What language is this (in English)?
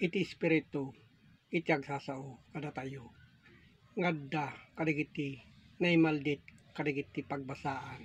Iloko